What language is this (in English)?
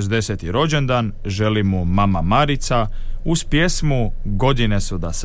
Croatian